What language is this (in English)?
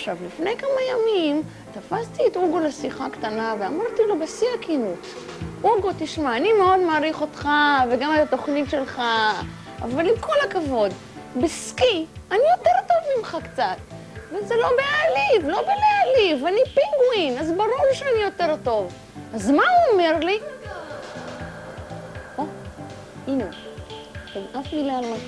Hebrew